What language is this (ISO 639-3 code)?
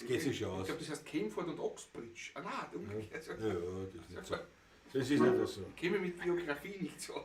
bar